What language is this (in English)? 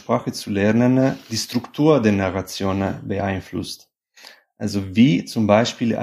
German